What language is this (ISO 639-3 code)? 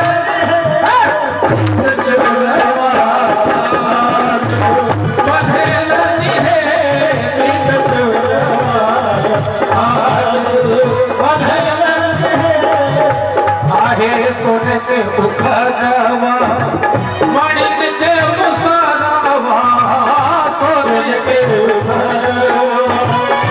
bho